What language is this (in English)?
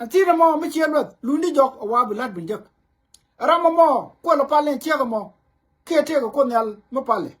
Nuer